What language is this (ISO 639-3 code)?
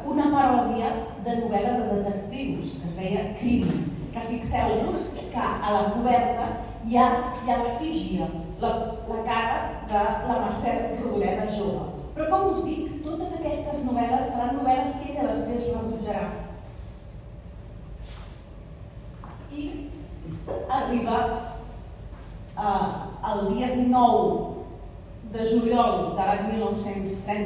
cat